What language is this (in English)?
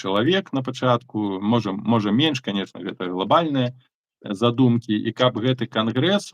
Belarusian